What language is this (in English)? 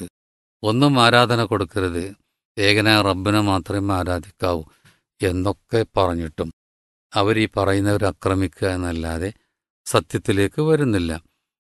Malayalam